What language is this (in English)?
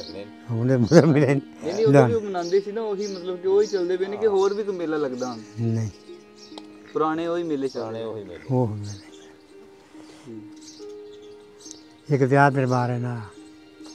Punjabi